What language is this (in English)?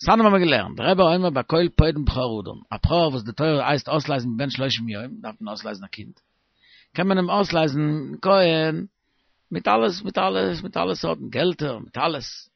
Yiddish